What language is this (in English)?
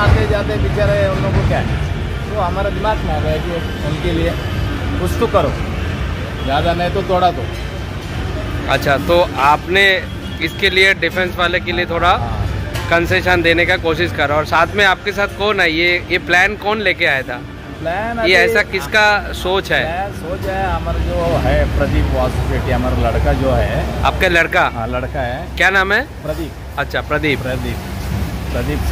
Hindi